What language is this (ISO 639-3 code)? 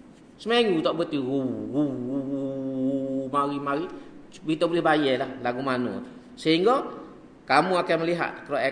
msa